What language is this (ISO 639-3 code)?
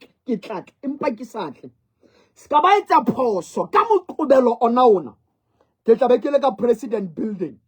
sot